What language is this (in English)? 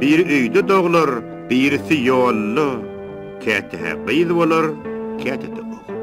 Turkmen